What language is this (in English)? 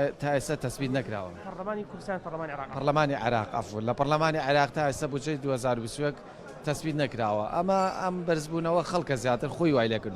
Central Kurdish